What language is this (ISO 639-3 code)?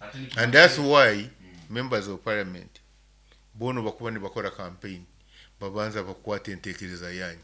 nyo